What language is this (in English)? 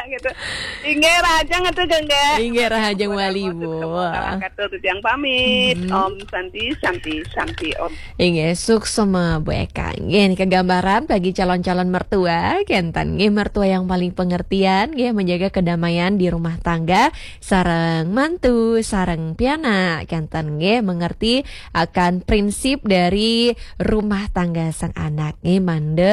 Balinese